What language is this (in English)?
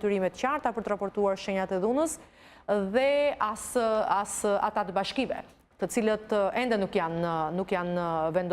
Albanian